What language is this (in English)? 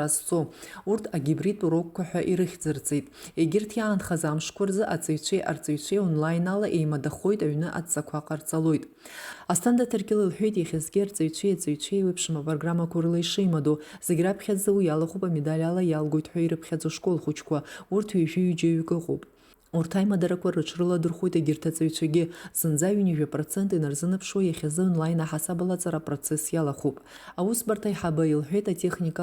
Abkhazian